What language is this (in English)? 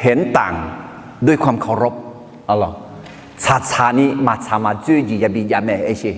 Akha